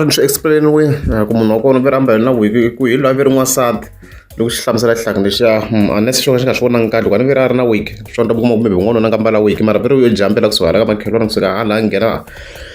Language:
Tsonga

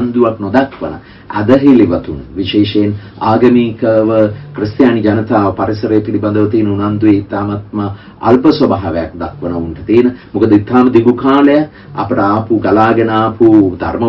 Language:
Sinhala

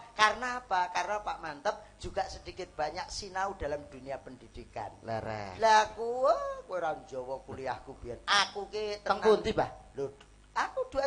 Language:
Javanese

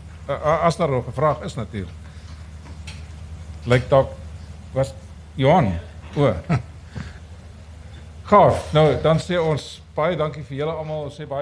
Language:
Afrikaans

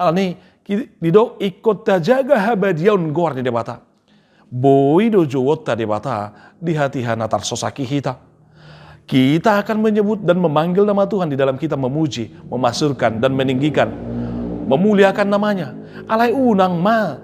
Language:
Batak Toba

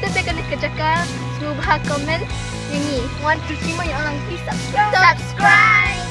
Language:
Khasi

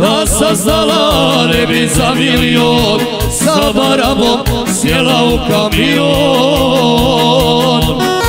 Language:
Croatian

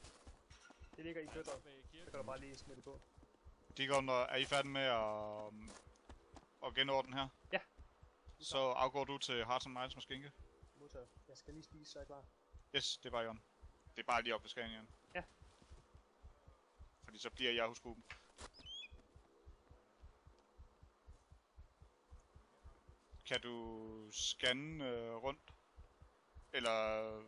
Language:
Danish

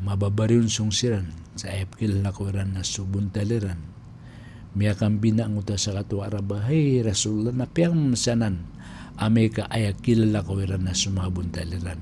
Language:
Maranao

